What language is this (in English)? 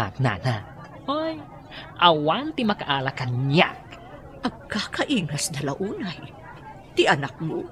Iloko